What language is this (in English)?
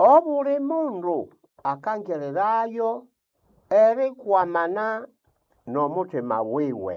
Nande